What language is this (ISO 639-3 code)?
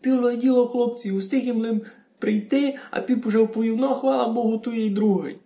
rue